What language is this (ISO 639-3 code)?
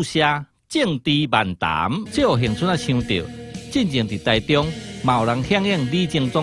nan